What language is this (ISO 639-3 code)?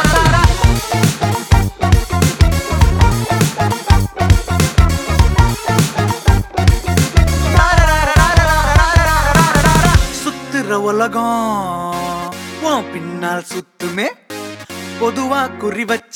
tam